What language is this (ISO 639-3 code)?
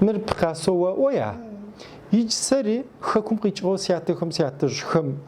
ady